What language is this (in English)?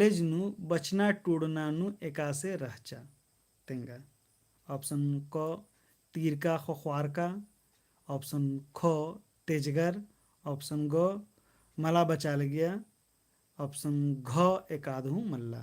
Kurukh